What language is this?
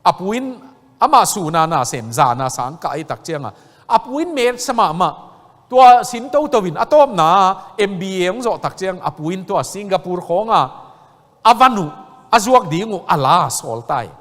Tedim Chin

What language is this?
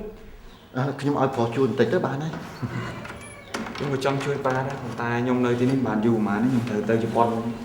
Khmer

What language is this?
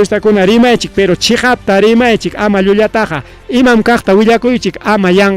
Ayacucho Quechua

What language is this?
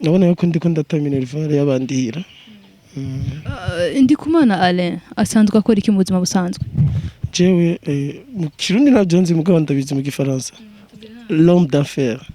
Rundi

